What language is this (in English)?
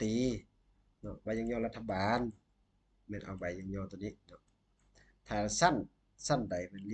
Lao